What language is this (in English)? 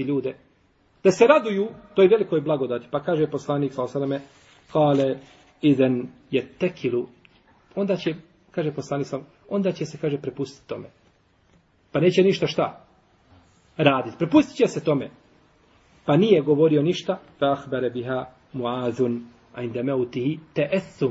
Bosnian